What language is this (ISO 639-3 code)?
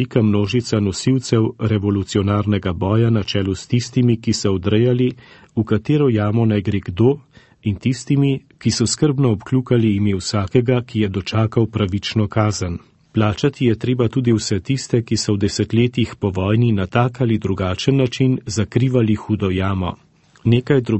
slv